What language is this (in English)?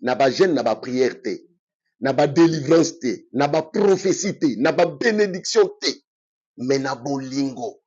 Lingala